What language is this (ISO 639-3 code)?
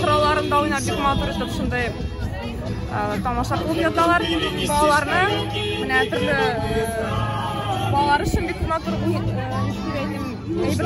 tat